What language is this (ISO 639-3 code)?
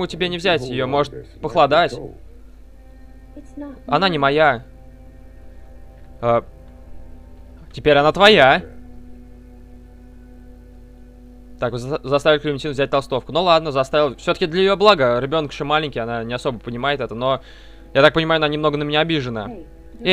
rus